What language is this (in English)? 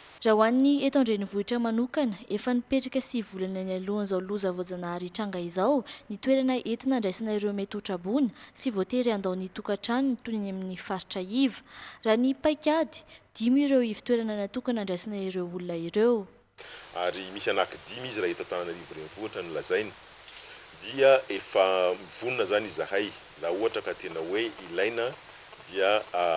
Malagasy